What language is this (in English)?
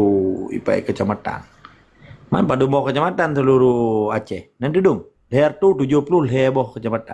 Achinese